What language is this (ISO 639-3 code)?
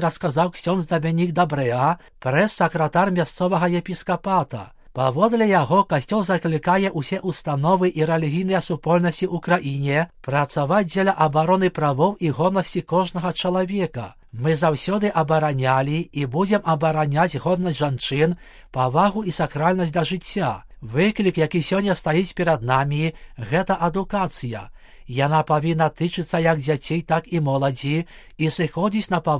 bel